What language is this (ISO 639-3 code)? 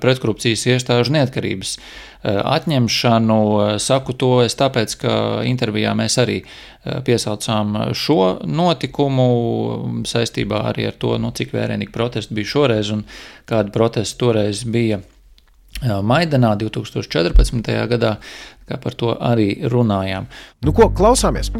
lav